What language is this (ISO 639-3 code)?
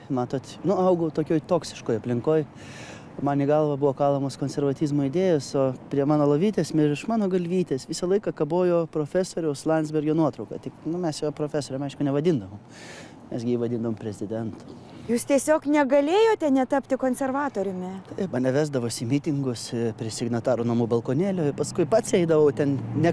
lit